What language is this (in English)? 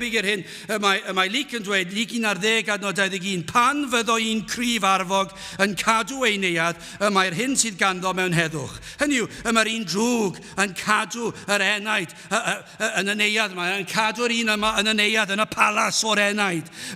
Welsh